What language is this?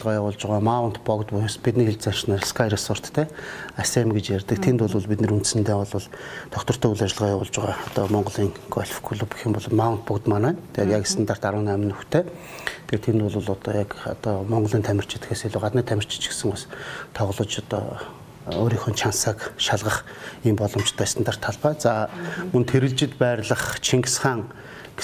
Mongolian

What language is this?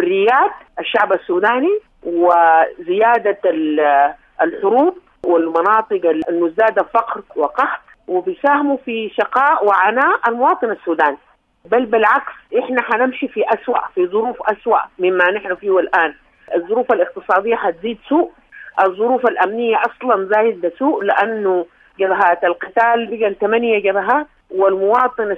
Sudanese Arabic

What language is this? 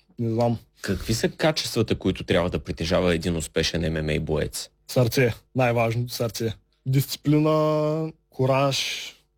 Bulgarian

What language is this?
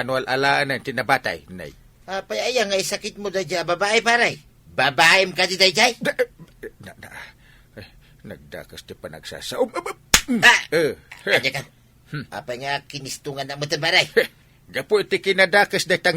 Iloko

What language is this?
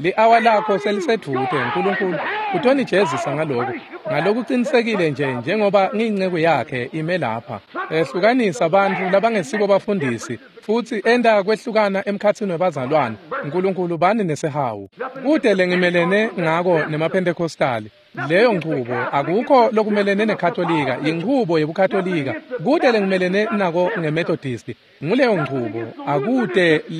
Swati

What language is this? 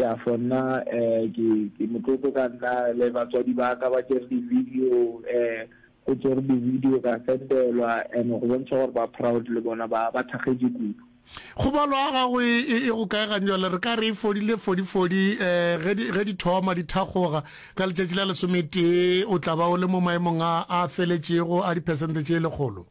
Northern Sotho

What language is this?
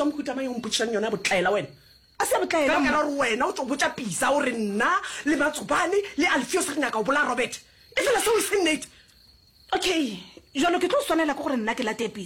Northern Sotho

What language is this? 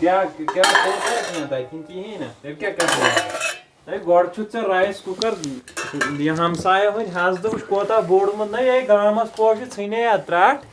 Kashmiri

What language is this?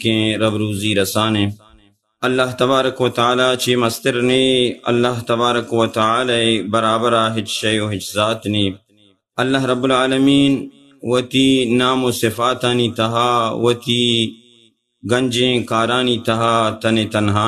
Baluchi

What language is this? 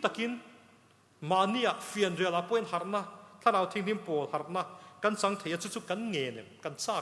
Mizo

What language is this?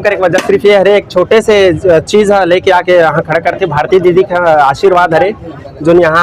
Chhattisgarhi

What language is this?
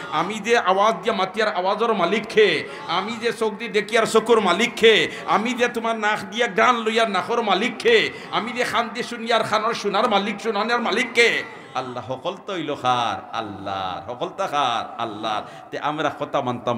Sylheti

